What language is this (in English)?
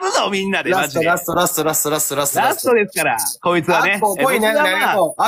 Japanese